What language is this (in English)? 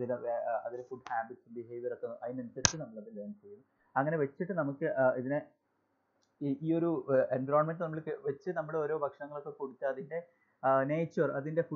Malayalam